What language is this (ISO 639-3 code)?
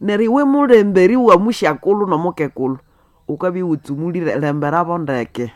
nnb